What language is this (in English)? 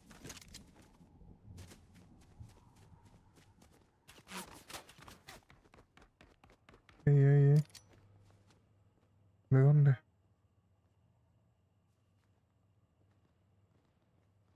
Spanish